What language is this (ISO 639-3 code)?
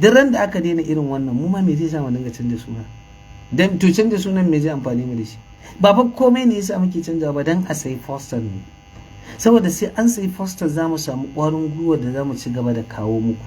hau